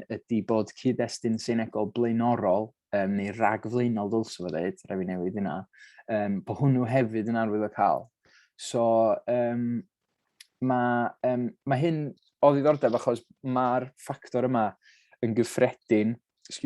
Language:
Welsh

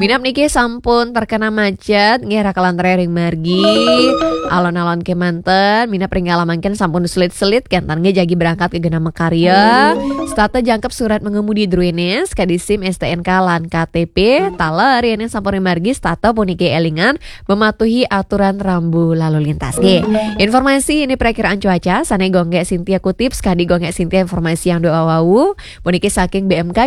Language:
Balinese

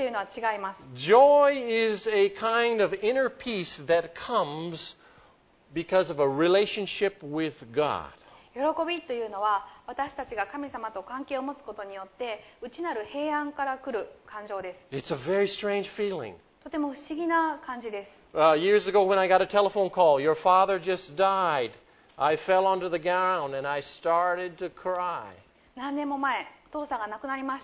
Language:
Japanese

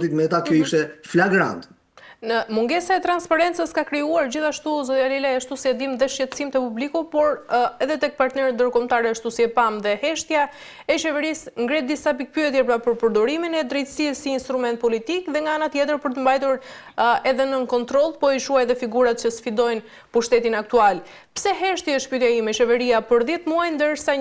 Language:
Albanian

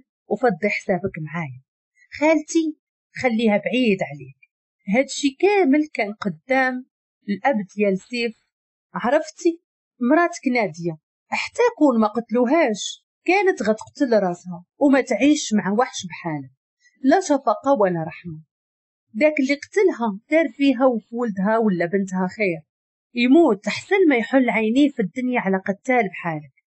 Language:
Moroccan Arabic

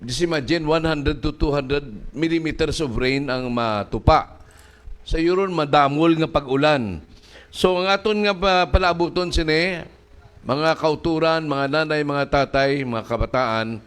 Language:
Hiligaynon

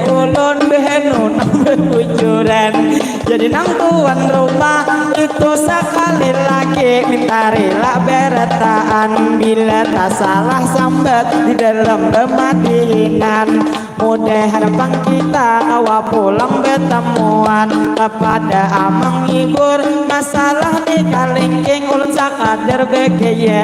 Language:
Banjar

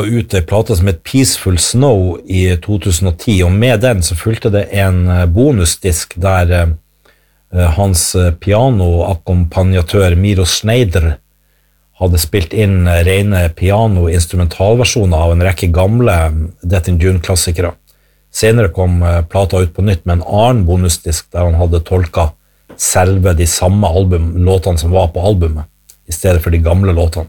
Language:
Norwegian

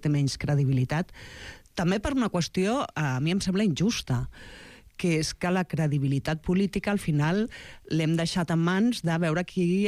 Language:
Catalan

